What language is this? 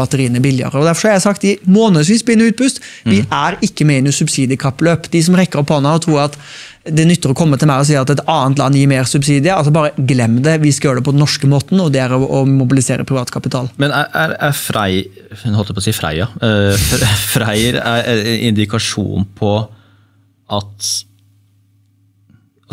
Norwegian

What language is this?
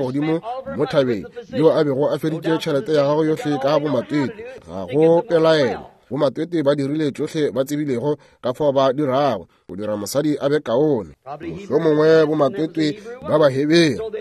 Northern Sotho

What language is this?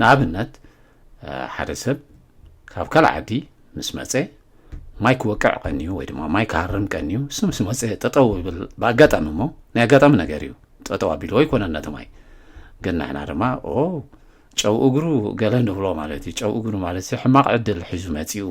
Tigrinya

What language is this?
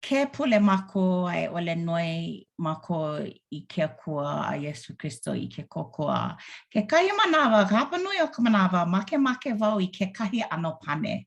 Hawaiian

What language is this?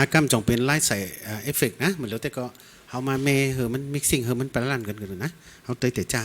Shan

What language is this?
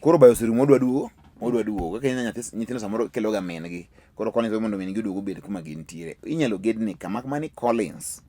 Luo (Kenya and Tanzania)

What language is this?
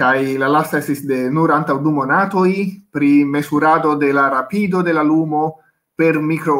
Esperanto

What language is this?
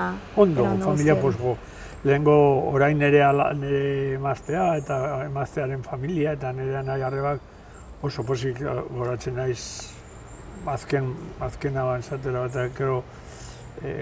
Basque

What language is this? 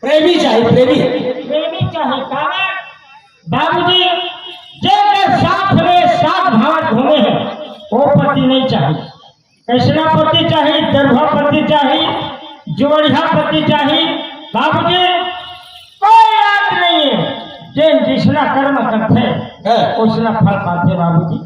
Chhattisgarhi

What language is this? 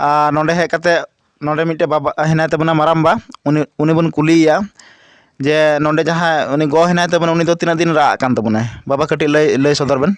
Santali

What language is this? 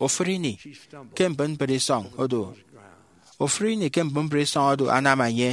Efik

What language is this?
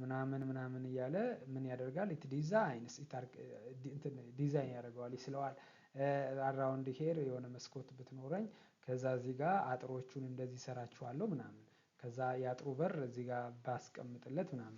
Amharic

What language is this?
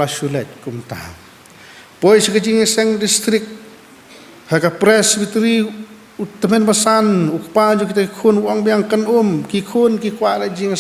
Khasi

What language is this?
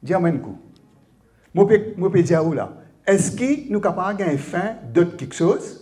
Morisyen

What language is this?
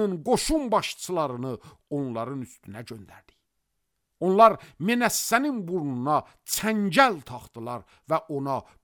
Azerbaijani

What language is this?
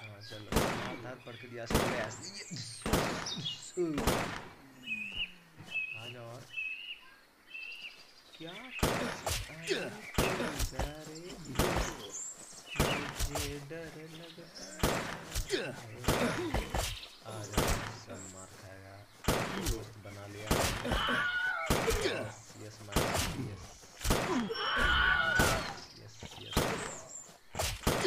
Hindi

